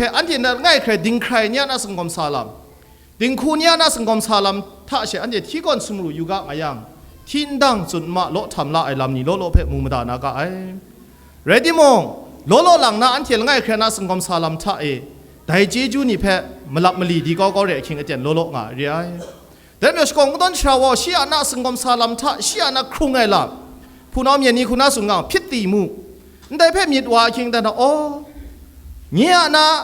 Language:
Kachin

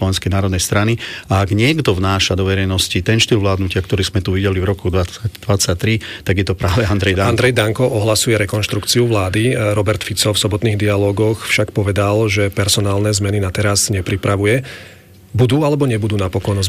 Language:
Slovak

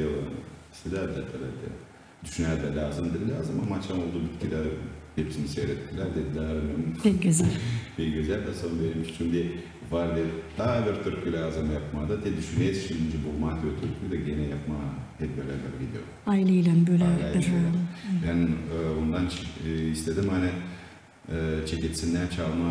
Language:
Gagauz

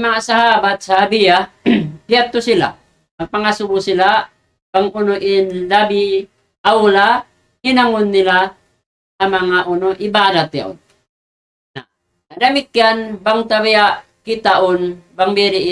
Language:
Tausug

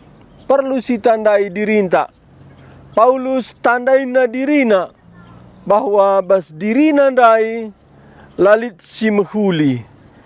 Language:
Batak Karo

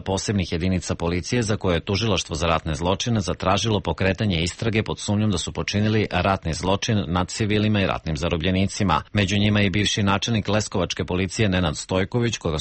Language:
Serbian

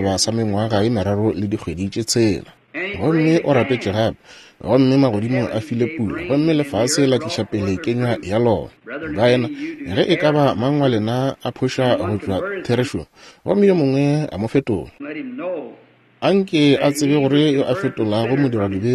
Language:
Northern Sotho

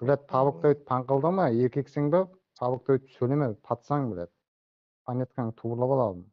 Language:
Kara-Kalpak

